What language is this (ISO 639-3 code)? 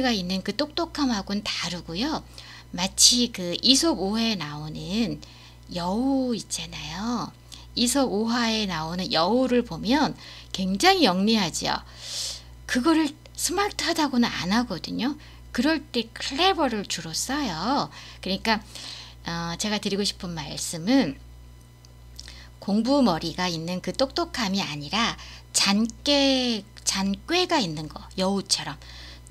kor